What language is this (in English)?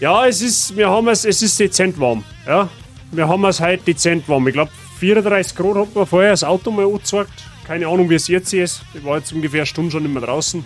Bavarian